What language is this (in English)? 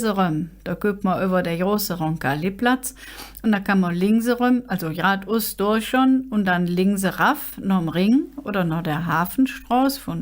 Colognian